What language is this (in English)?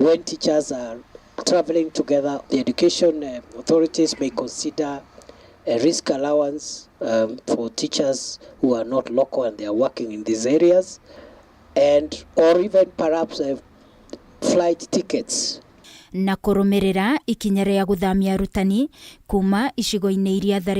Kikuyu